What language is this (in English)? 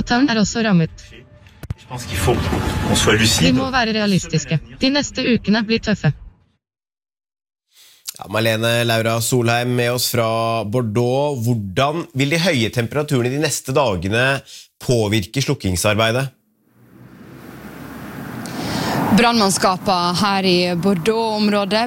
Norwegian